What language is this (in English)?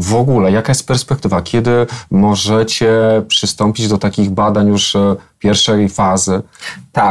Polish